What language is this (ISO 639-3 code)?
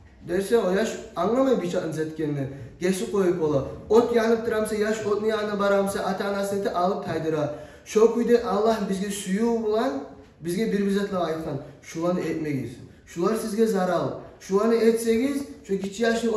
kum